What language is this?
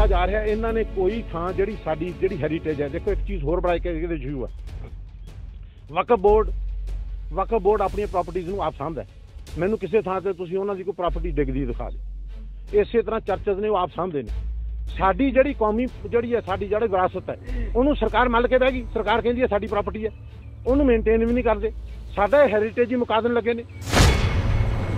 Punjabi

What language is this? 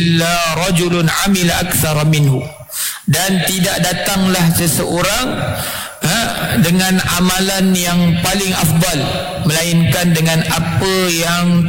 Malay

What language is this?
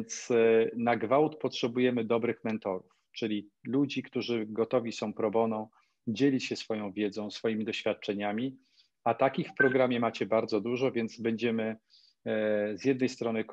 Polish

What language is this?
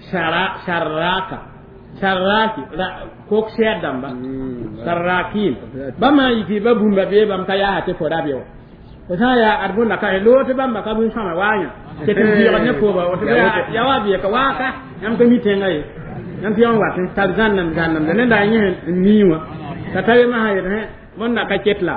Mossi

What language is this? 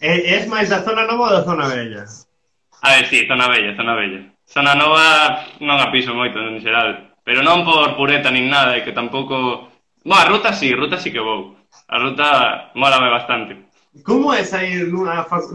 Galician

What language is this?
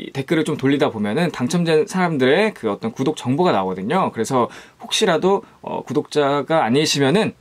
Korean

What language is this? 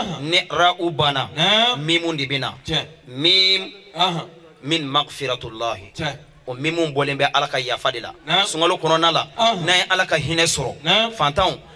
Bambara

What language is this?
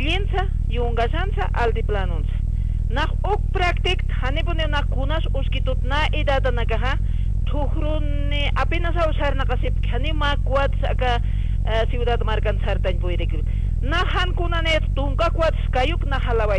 Aymara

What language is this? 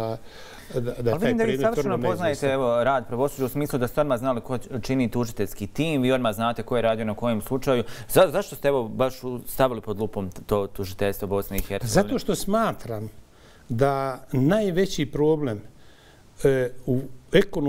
Bosnian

